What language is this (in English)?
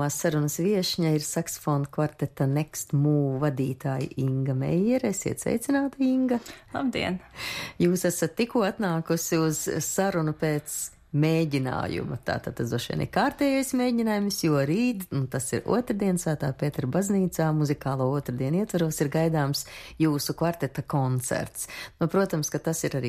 Latvian